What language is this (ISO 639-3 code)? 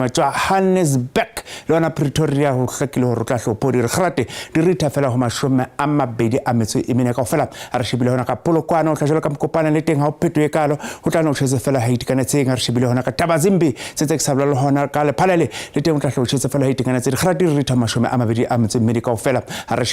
sot